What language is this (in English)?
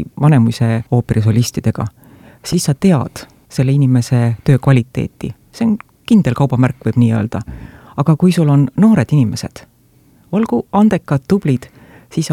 Estonian